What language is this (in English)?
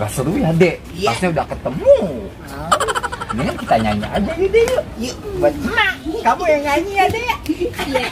Betawi